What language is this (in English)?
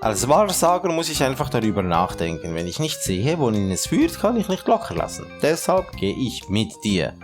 Swiss German